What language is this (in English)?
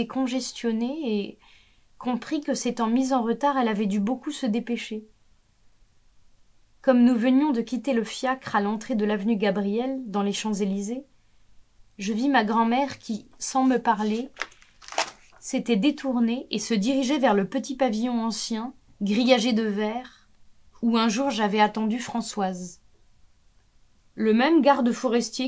French